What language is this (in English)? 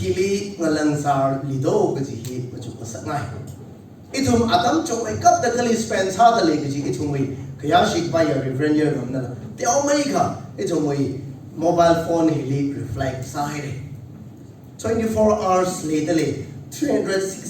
Tangkhul Naga (India)